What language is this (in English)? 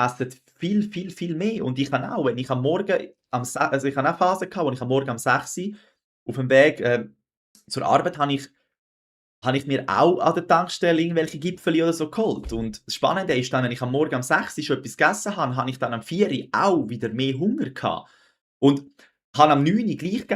Swiss German